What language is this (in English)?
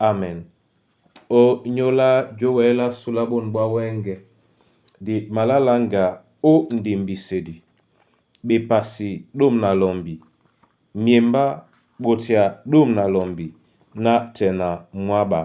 Duala